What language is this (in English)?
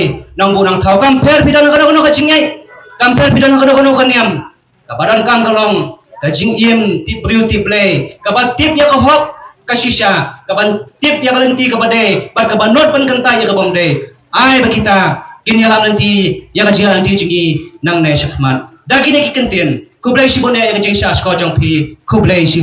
Khasi